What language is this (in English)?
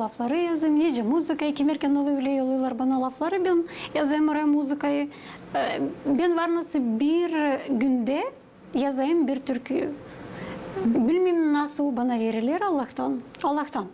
Gagauz